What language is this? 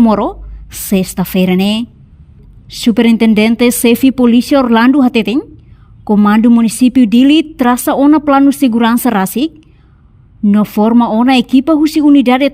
Tetum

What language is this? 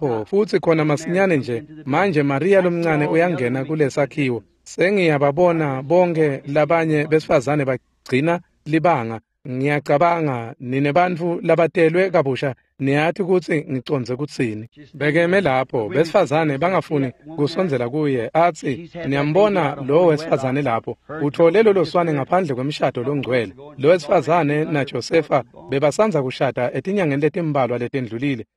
Swati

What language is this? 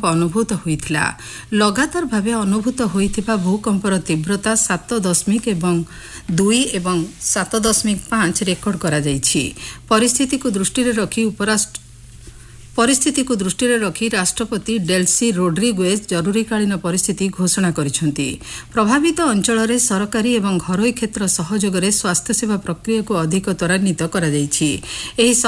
Odia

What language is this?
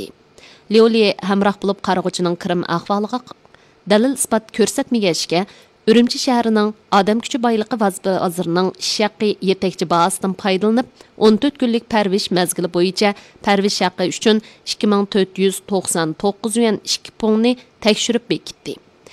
Uyghur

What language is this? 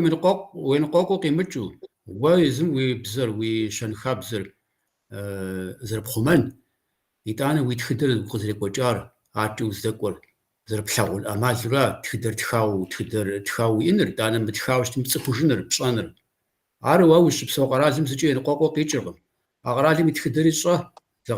Kabardian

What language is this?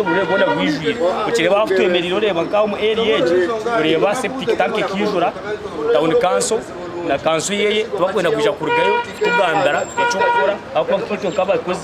Nyankole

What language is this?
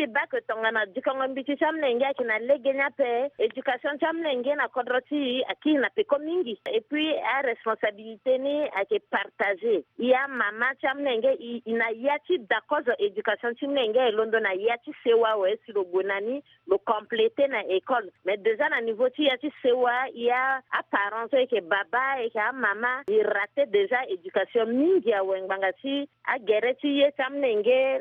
Sango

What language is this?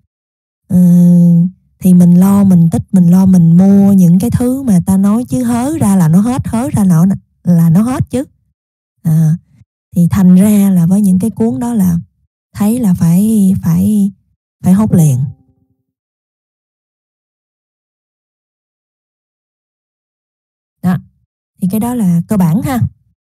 Vietnamese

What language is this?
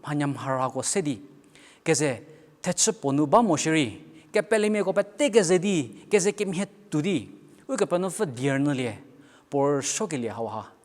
Angami Naga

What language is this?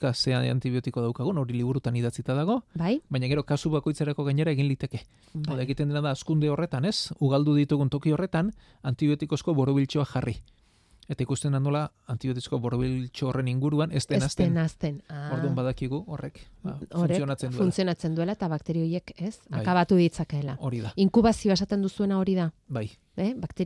Basque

